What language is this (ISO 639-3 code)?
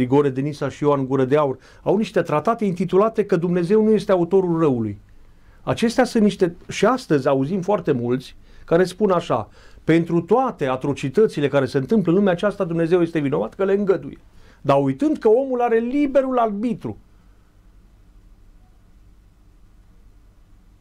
ron